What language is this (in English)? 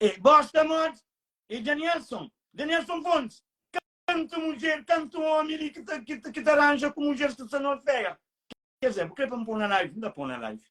Kabuverdianu